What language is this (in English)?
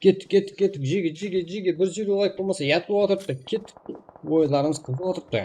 Kara-Kalpak